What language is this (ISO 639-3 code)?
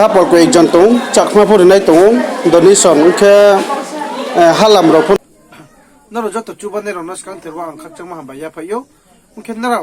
ria